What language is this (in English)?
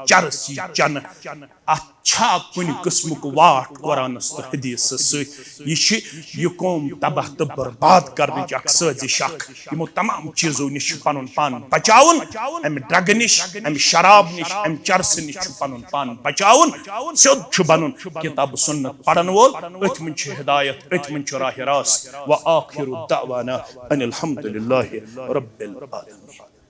Kashmiri